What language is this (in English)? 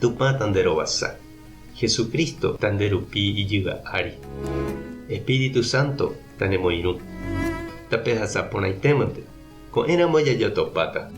Guarani